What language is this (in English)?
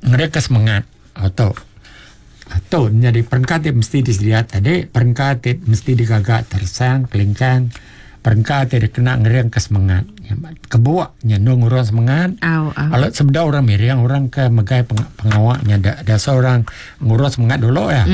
Iban